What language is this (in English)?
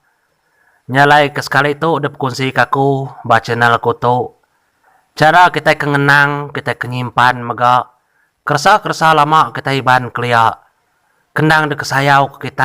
Iban